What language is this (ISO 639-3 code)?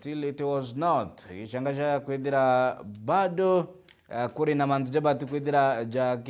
mer